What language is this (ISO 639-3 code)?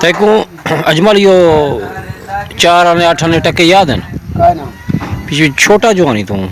skr